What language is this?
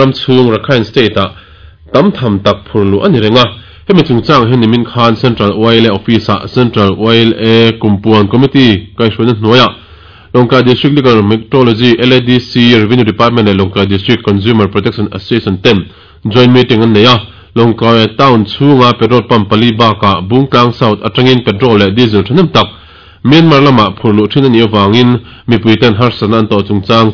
Mizo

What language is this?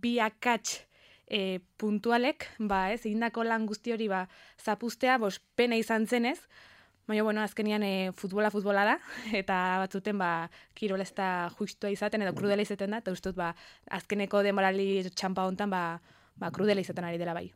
Basque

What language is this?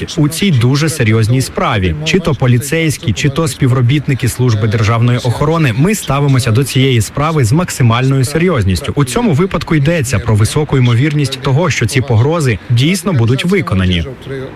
Ukrainian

